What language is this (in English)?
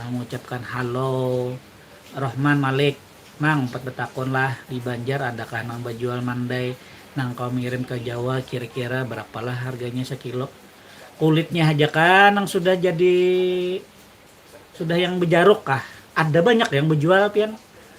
Banjar